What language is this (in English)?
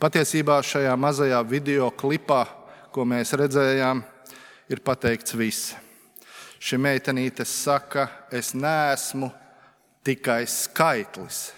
Latvian